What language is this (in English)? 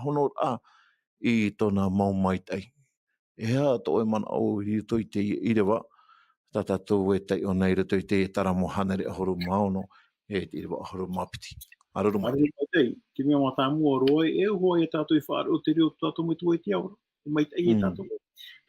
Tahitian